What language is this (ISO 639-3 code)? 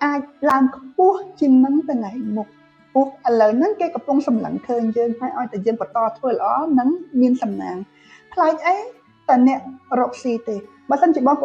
khm